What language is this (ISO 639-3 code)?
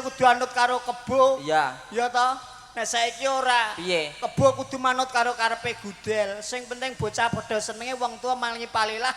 jav